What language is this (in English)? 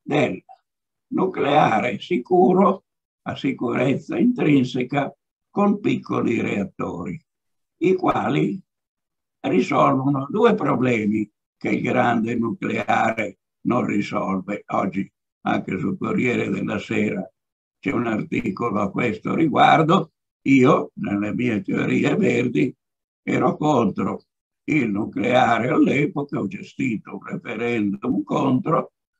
Italian